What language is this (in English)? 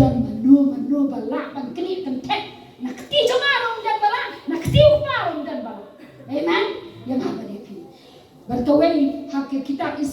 Khasi